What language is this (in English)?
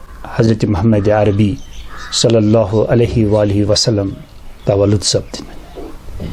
Kashmiri